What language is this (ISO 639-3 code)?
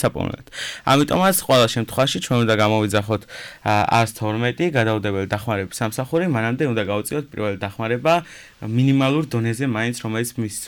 kat